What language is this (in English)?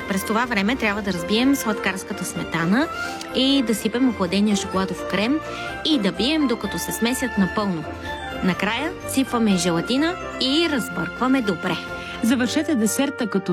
Bulgarian